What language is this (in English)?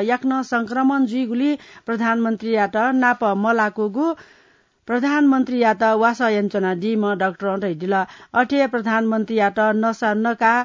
Newari